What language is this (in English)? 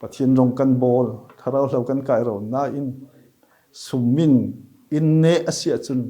Falam Chin